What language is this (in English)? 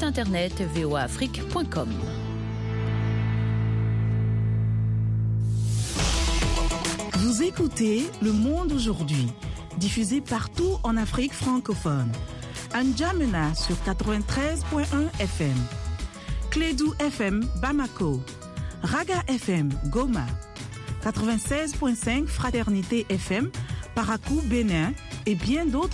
French